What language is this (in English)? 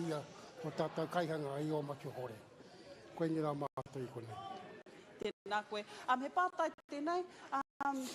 Māori